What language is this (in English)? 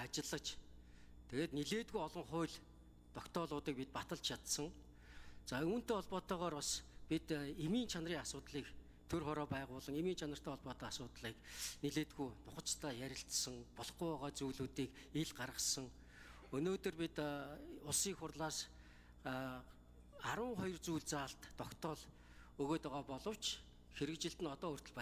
Mongolian